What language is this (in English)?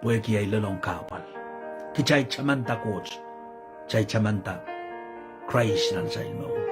Pohnpeian